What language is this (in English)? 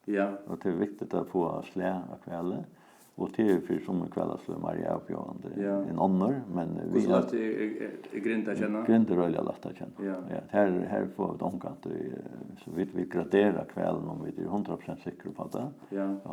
Faroese